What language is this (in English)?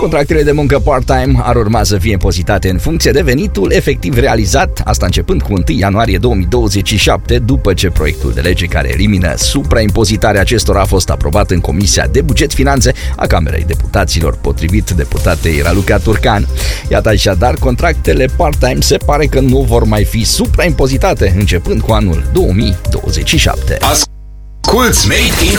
Romanian